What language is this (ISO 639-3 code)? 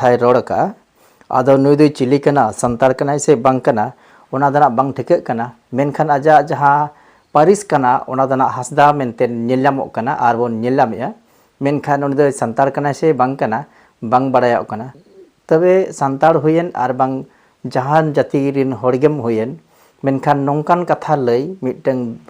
sat